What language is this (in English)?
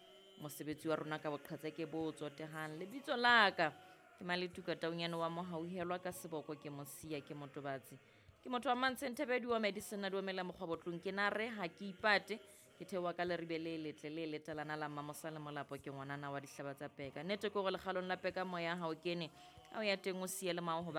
Southern Sotho